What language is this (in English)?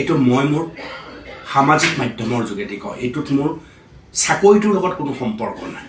Assamese